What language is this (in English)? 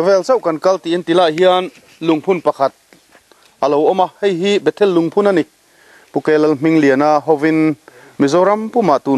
Mizo